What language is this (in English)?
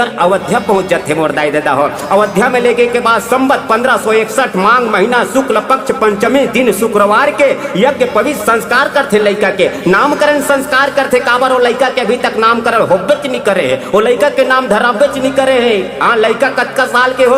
Chhattisgarhi